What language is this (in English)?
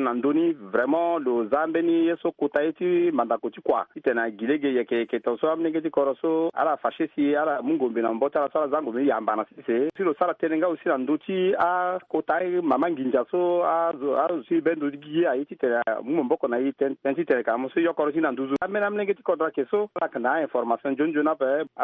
Sango